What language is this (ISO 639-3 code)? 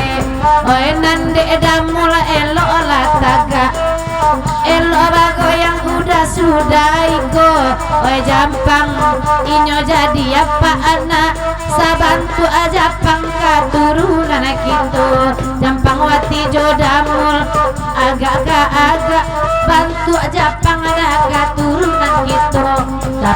min